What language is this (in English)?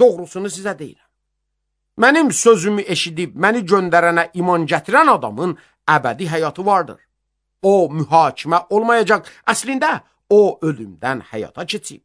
Azerbaijani